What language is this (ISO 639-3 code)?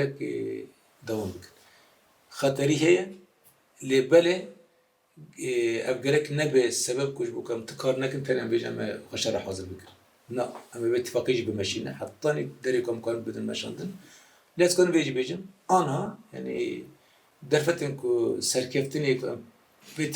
kur